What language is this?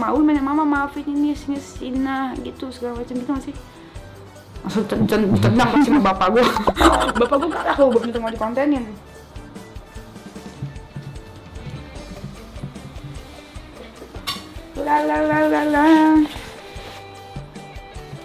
Indonesian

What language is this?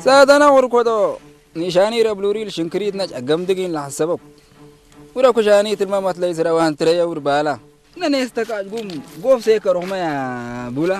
Tigrinya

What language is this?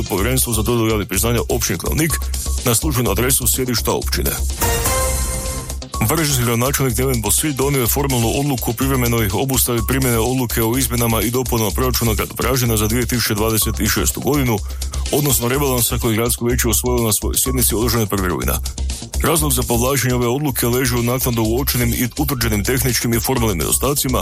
Croatian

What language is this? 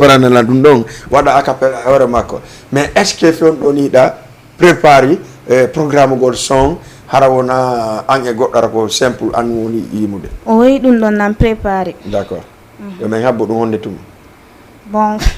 Fula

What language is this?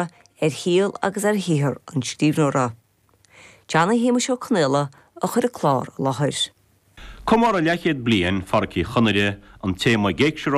Irish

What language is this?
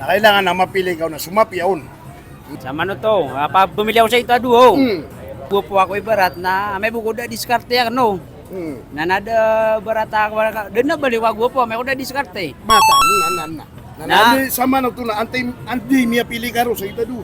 Maranao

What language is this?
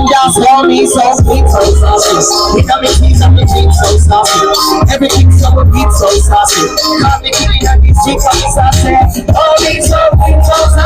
Jamaican Creole English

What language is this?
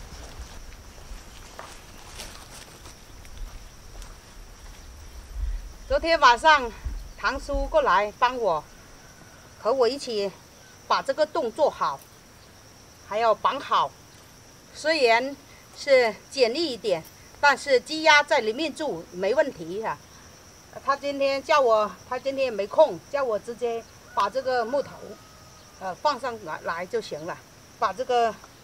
Chinese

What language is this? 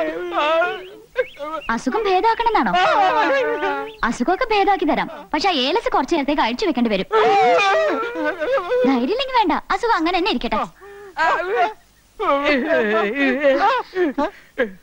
Malayalam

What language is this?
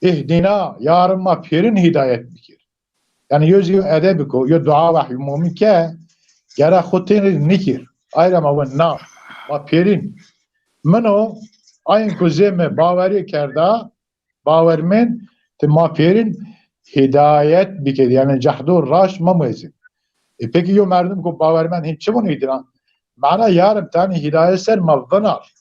Zaza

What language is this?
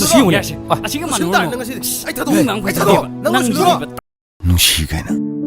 Manipuri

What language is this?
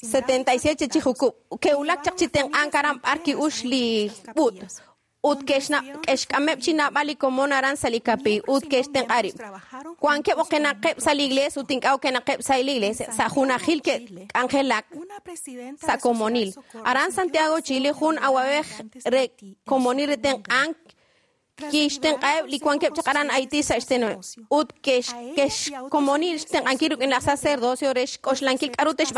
Kekchí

